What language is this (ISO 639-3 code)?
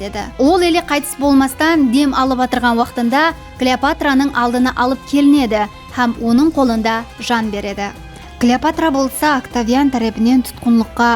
kaa